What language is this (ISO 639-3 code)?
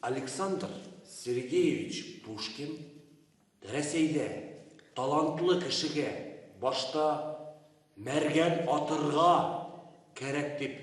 bak